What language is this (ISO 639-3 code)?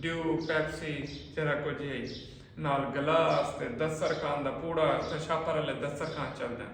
skr